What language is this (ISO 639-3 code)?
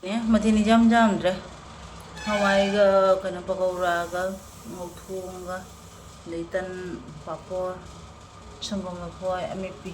mni